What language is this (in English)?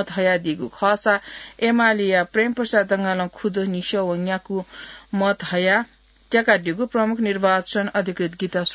Newari